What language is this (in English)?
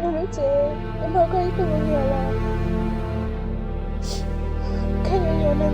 Hmong